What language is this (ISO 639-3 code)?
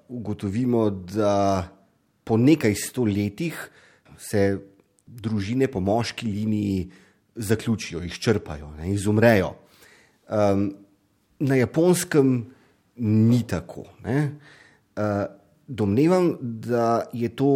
slv